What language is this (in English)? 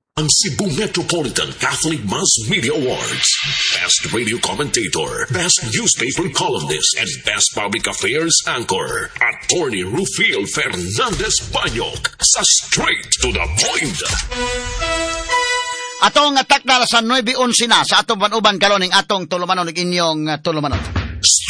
Cebuano